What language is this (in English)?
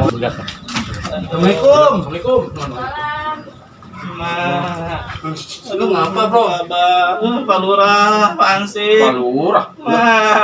Betawi